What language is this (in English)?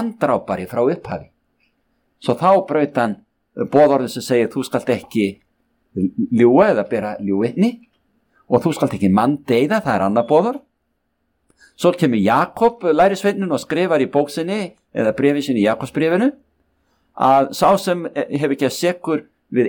Icelandic